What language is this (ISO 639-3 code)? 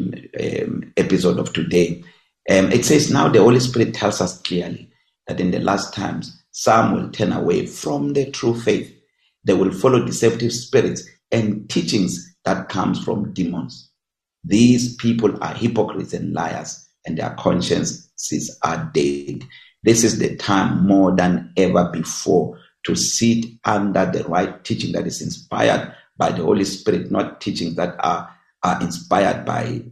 eng